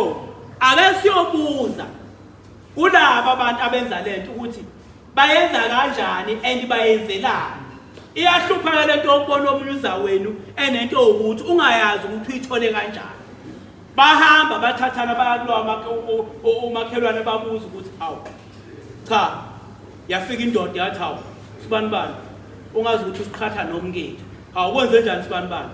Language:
Zulu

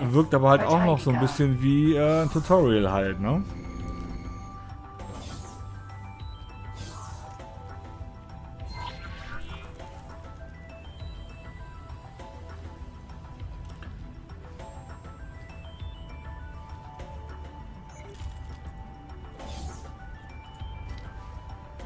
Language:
German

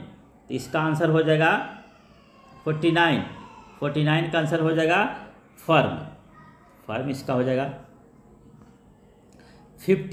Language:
Hindi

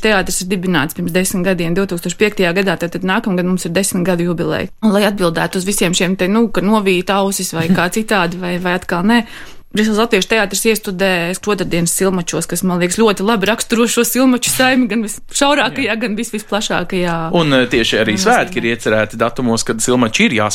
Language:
Latvian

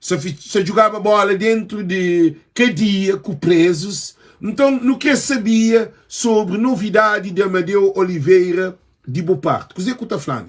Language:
Kabuverdianu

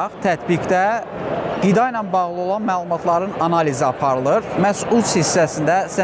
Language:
Azerbaijani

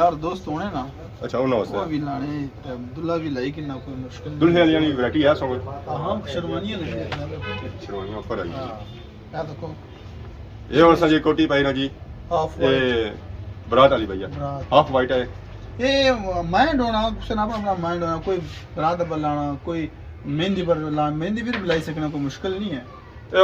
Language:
Pahari-Potwari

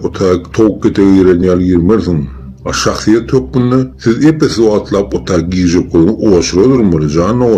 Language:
Turkmen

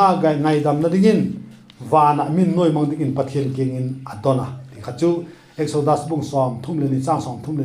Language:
Vaiphei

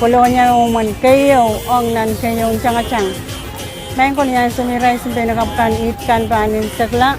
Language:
Pohnpeian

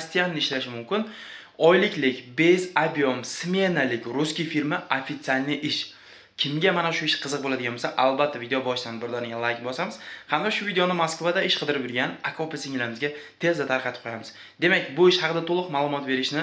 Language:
Uzbek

